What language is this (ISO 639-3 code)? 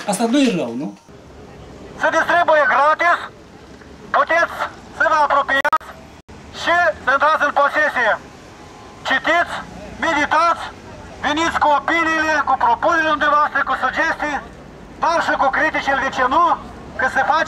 ron